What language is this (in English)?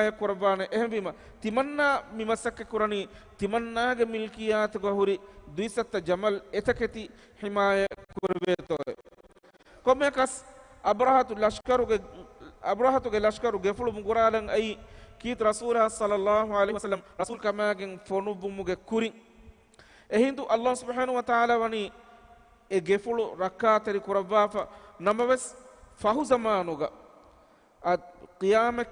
Divehi